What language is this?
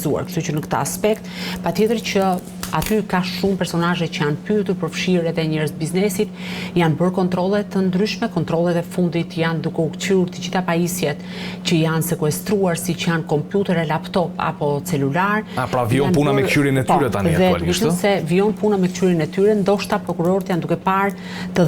Albanian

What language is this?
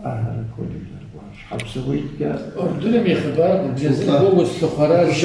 Kabardian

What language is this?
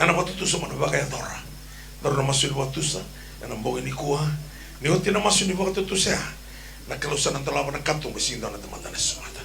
Fijian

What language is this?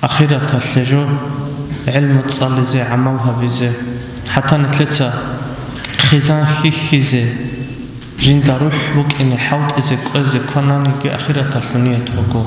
Avaric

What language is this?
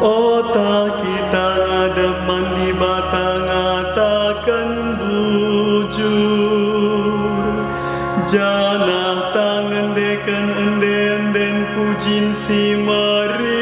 Batak Karo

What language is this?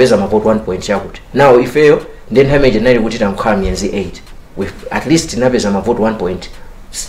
Nyanja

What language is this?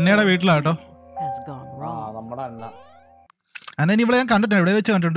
Malayalam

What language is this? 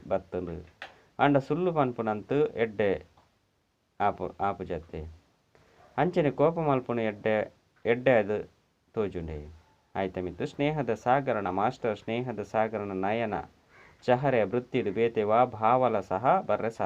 Tulu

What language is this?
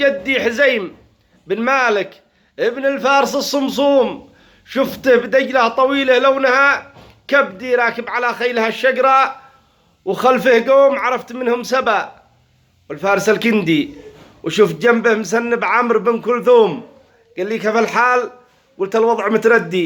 Egyptian Arabic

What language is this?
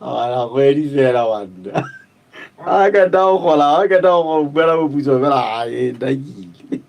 Southern Sotho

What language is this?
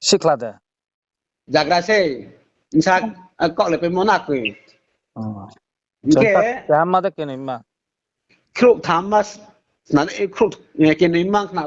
Riang (India)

